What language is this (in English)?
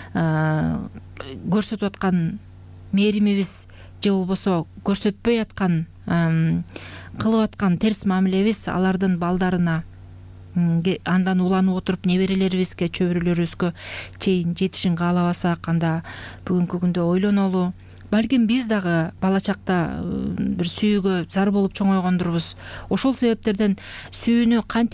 Kyrgyz